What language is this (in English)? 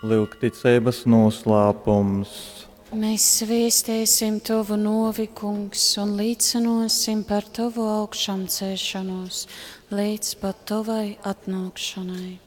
Latgalian